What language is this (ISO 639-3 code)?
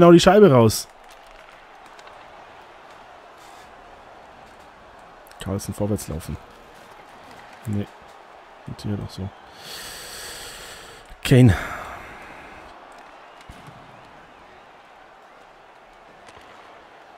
deu